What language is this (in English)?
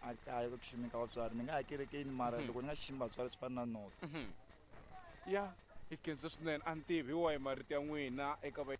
Tsonga